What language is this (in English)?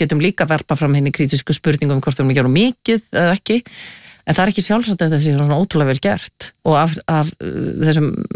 Icelandic